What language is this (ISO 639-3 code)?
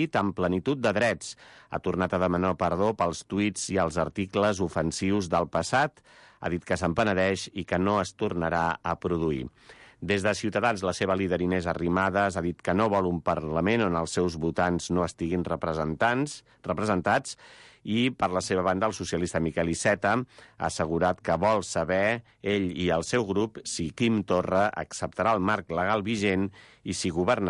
cat